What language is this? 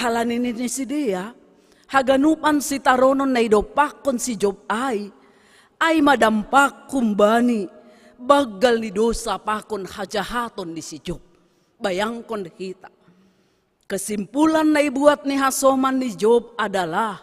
Batak Simalungun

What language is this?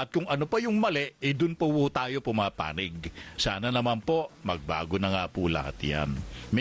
Filipino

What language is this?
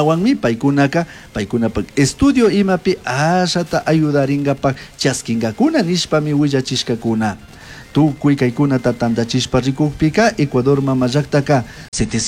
Chimborazo Highland Quichua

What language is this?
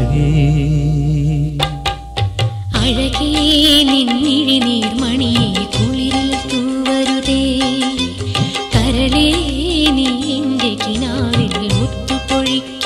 Malayalam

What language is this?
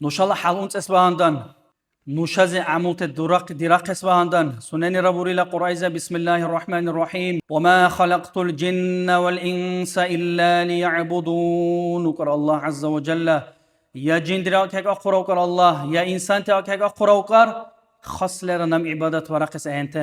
Dargwa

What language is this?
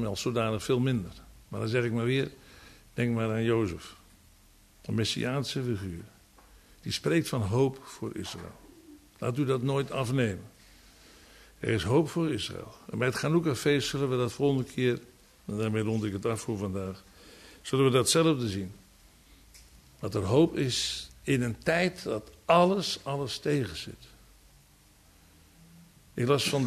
Dutch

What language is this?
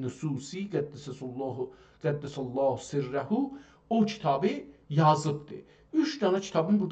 South Azerbaijani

